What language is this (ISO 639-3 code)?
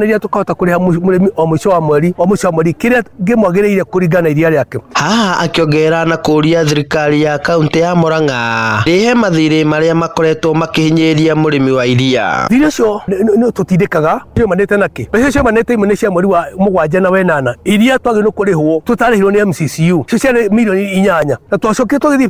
kik